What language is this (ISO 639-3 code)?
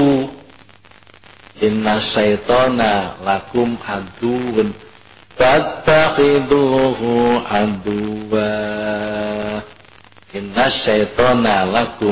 jav